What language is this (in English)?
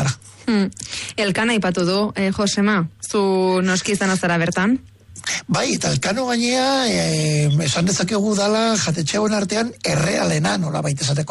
Basque